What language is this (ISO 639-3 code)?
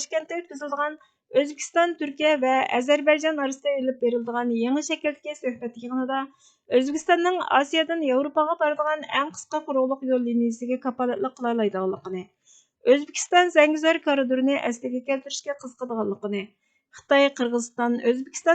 uig